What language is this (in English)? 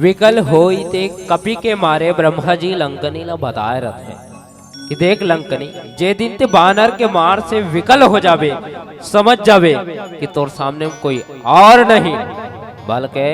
Chhattisgarhi